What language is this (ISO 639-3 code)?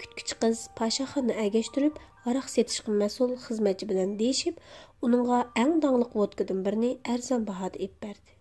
uig